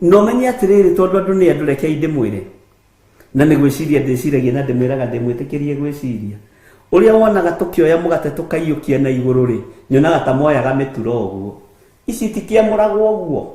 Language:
Kikuyu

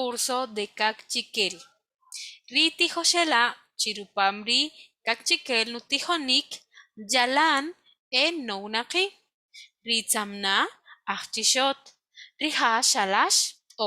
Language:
Kaqchikel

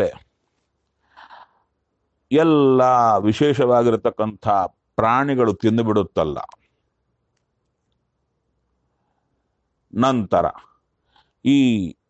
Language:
Kannada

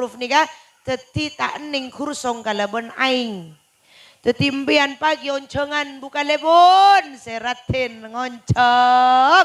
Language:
Madurese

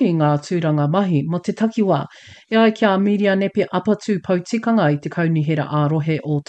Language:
Māori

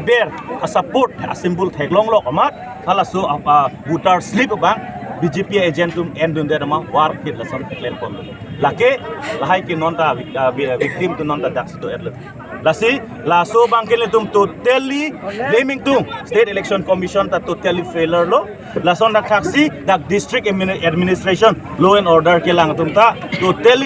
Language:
Karbi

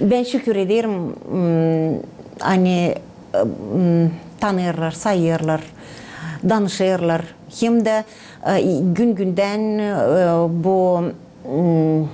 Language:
Gagauz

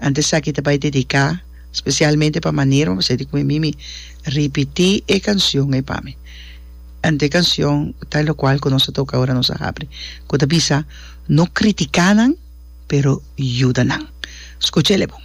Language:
Papiamento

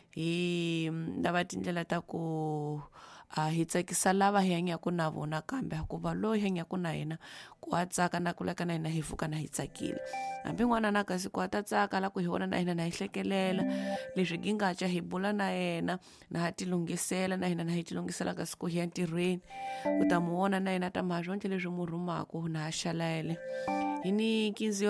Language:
Tsonga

